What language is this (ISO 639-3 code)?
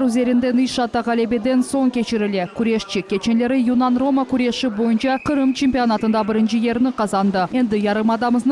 crh